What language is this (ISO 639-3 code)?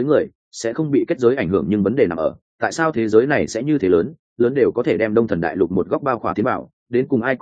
vie